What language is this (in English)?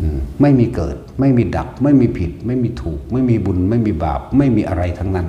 Northeastern Thai